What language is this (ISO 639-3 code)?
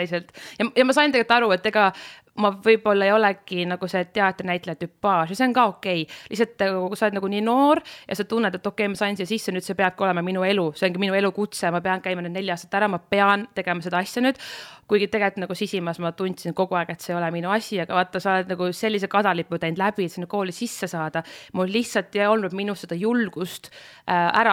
est